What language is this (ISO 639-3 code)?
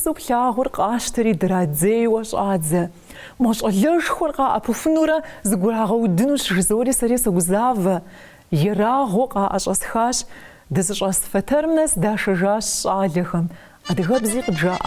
kbd